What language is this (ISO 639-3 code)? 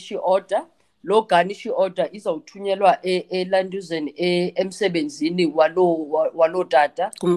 xho